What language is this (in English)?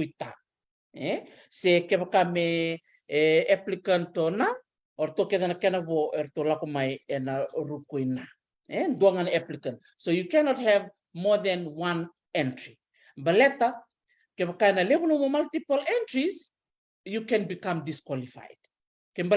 Fijian